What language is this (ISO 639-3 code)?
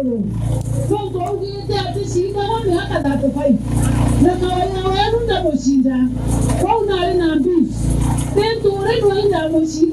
mer